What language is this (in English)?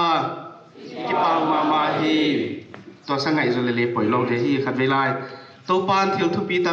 Paite Chin